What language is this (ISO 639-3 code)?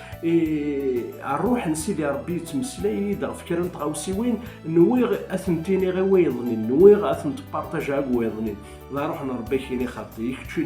kab